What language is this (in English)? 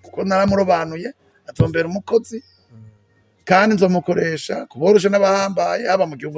Rundi